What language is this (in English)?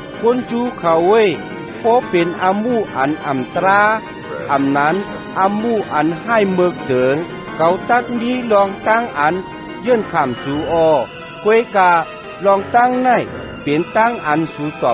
Shan